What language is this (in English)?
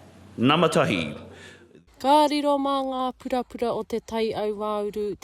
Māori